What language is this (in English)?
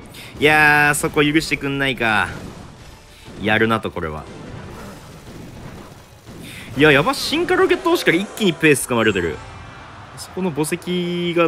Japanese